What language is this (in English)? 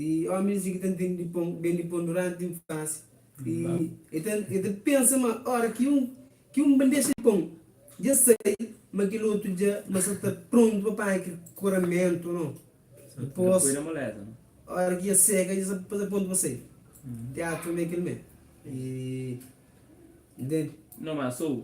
Kabuverdianu